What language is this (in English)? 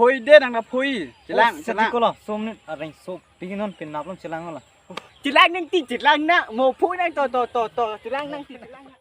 Karbi